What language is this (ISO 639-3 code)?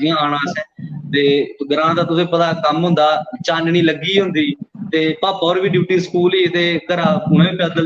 doi